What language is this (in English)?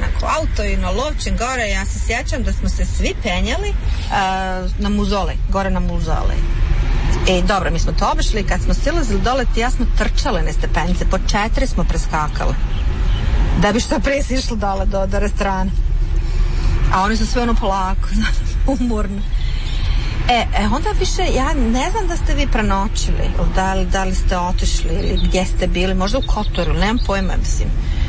Croatian